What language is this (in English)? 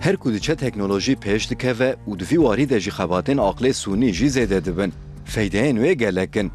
Kurdish